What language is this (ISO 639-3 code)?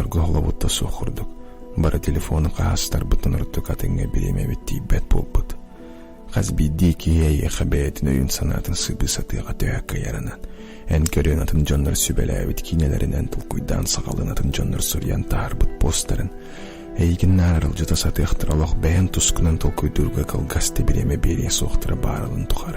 sah